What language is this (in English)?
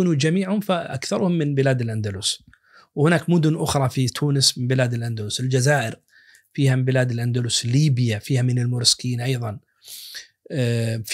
Najdi Arabic